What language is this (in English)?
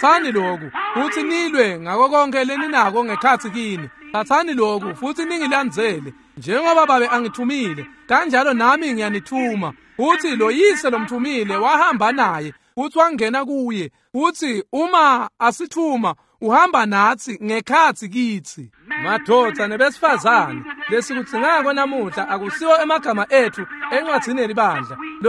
Swati